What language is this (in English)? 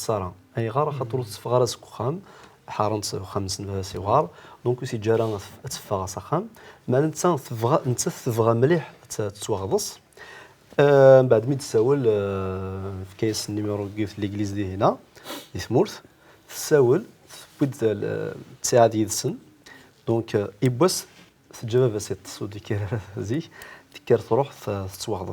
Kabyle